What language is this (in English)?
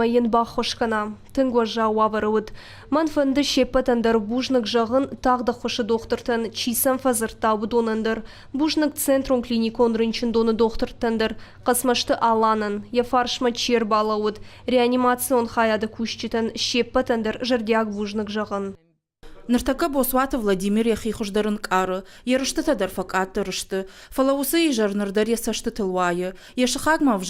Ossetic